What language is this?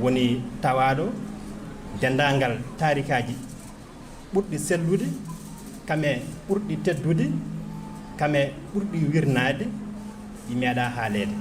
Fula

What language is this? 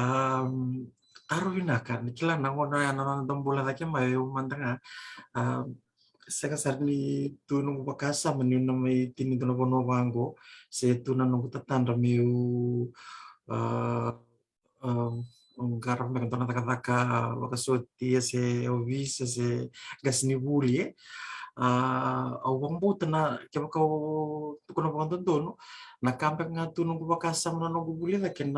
Fijian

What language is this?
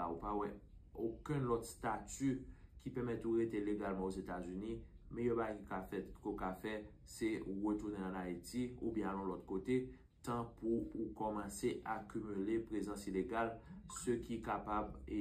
Haitian Creole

